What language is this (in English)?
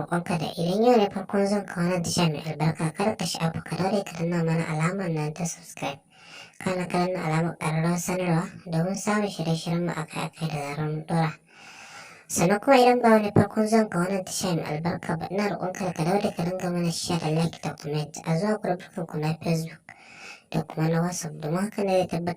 Hausa